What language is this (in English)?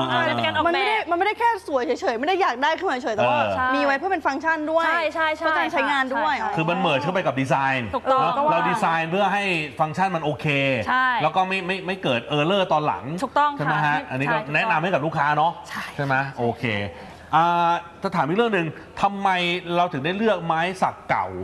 Thai